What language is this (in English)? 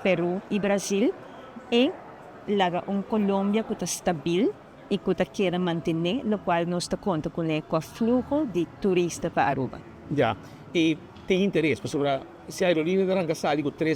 Papiamento